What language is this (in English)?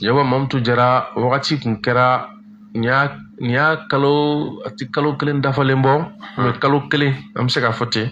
Bambara